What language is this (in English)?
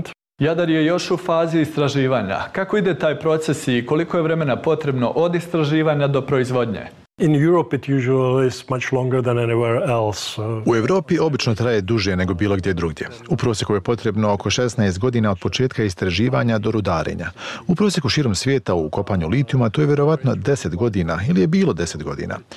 Bosnian